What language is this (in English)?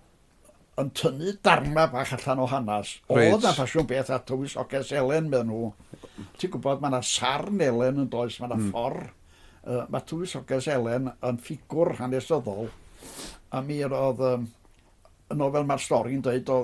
Welsh